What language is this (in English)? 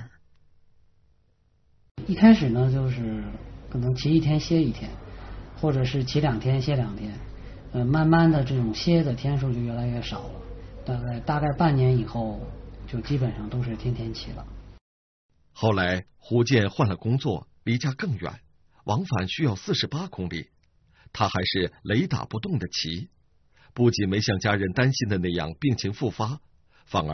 Chinese